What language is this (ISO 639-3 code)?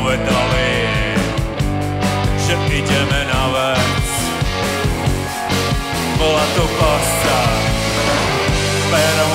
slk